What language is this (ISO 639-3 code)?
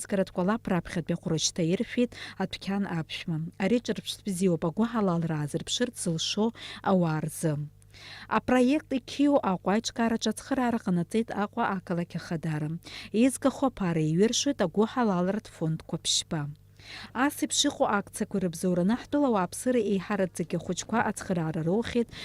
abk